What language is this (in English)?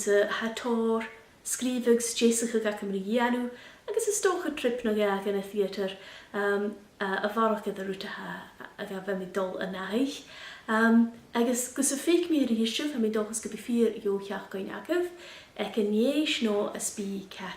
Scottish Gaelic